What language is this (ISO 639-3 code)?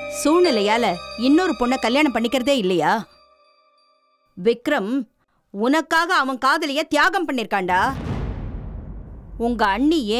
tam